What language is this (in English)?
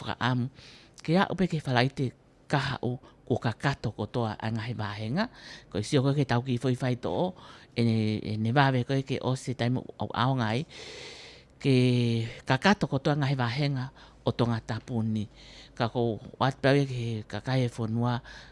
Tongan